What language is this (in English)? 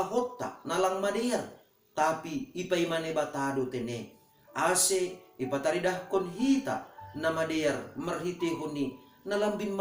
Batak Simalungun